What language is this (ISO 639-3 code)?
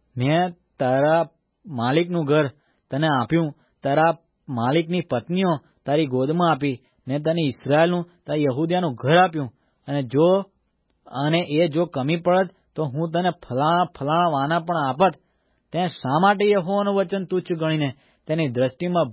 guj